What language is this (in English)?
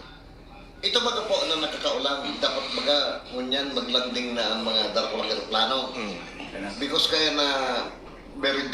Bikol